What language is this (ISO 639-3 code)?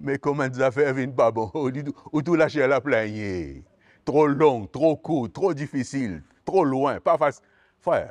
mfe